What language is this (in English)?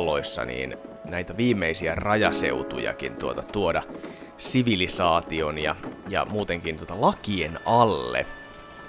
Finnish